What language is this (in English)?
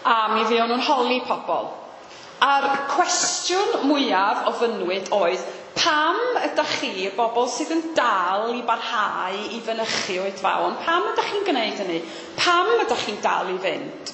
Welsh